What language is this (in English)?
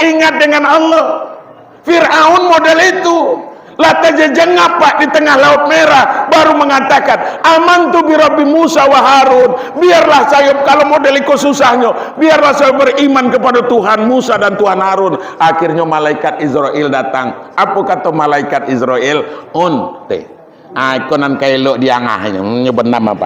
Minangkabau